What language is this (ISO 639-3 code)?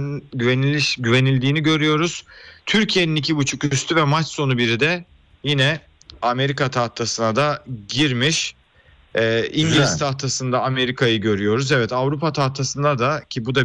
tur